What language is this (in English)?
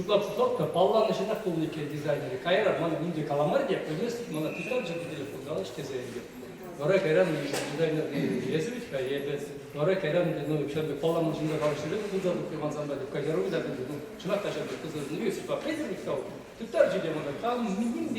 Chuvash